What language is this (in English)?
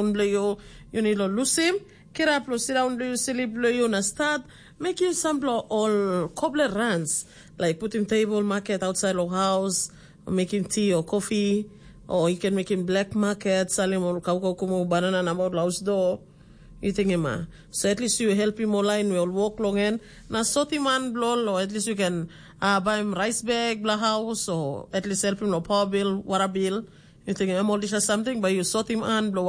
Tok Pisin